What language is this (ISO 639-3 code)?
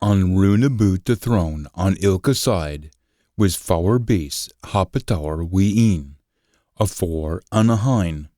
sco